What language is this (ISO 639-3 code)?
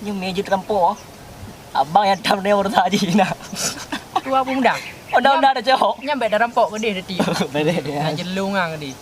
ace